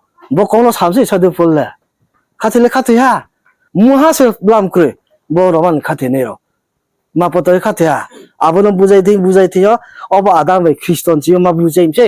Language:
Riang (India)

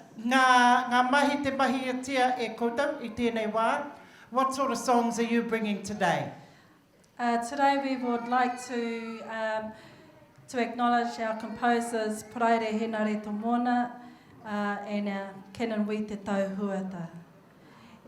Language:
Māori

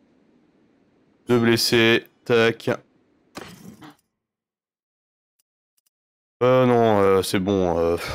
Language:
French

